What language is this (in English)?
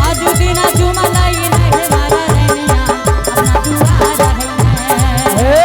Angika